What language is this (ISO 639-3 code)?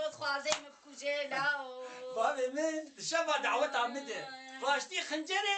kur